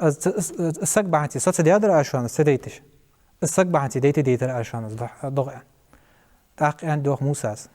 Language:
Ingush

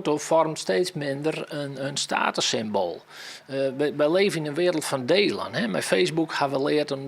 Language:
Western Frisian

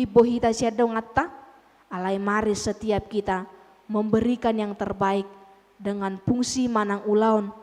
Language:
Batak Toba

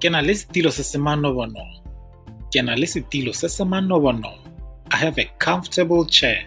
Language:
Tswana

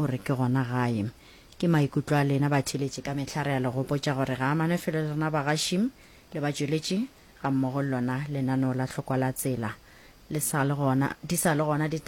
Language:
Northern Sotho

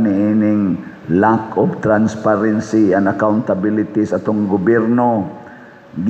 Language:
Cebuano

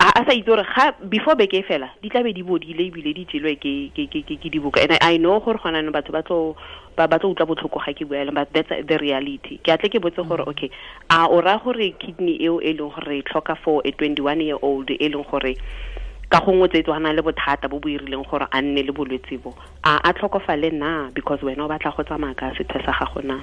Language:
Tswana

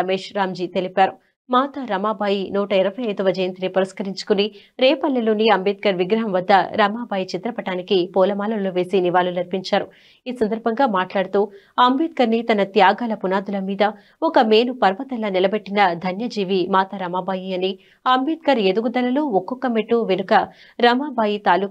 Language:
Telugu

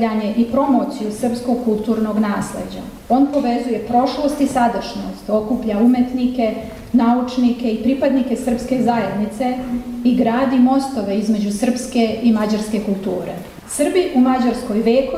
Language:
Serbian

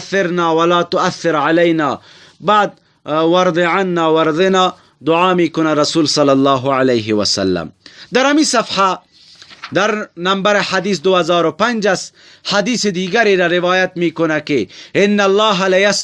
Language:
Persian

